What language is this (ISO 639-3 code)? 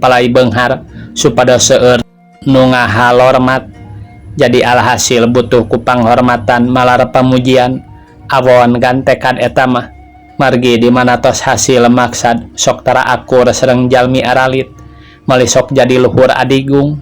sun